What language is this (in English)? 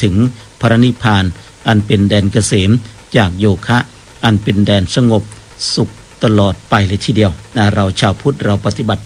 Thai